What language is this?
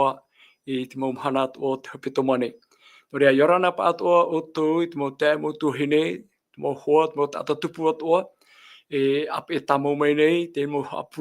Tahitian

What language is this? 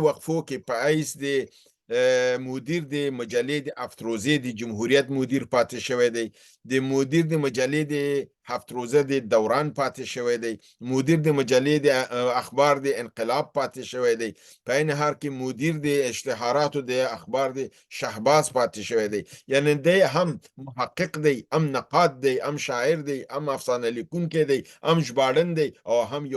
Pashto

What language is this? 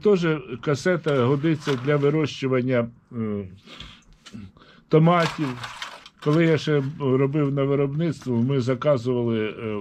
Ukrainian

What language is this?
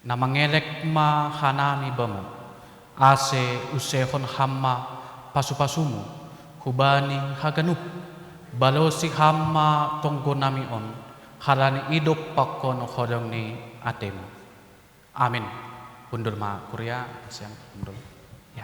Batak Simalungun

